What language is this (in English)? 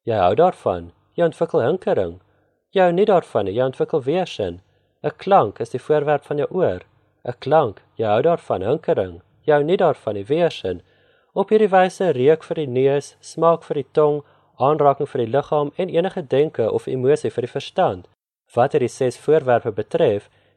Afrikaans